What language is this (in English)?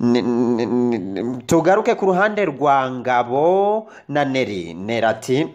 Kinyarwanda